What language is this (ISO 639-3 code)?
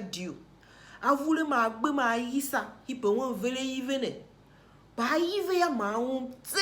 tiv